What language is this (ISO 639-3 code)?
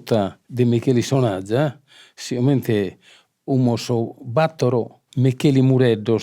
srd